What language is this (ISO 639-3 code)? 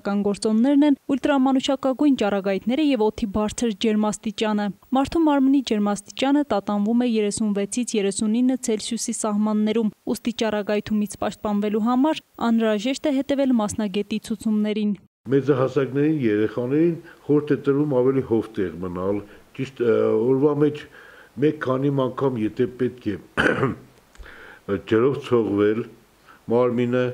hye